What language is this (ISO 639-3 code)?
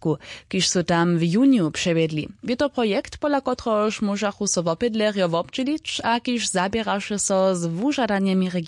hsb